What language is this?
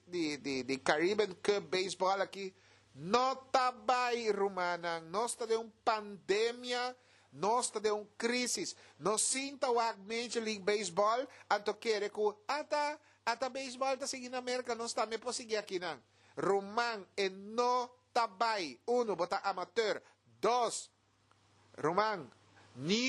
Papiamento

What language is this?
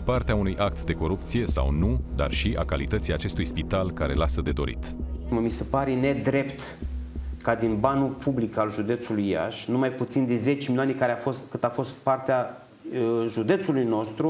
Romanian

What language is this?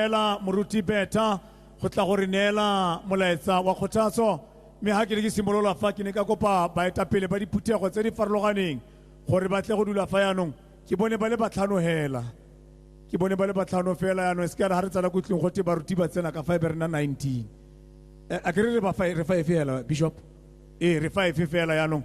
Tswana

